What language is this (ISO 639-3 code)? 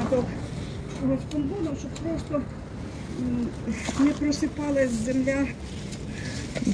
ukr